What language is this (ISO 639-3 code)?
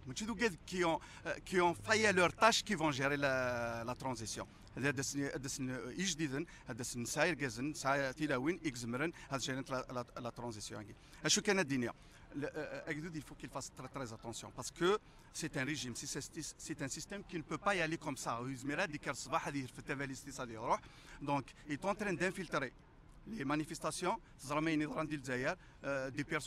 kab